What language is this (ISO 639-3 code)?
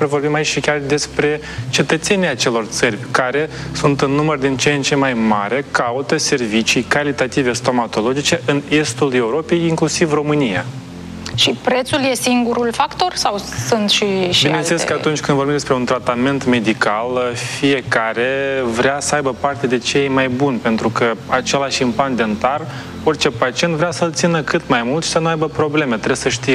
ron